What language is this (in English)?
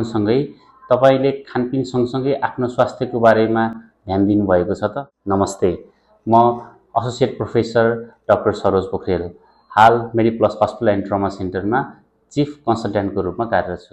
Nepali